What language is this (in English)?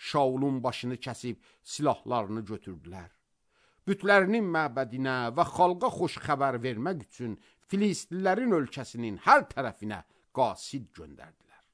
Azerbaijani